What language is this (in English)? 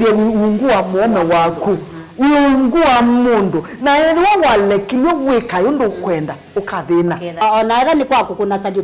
Kamba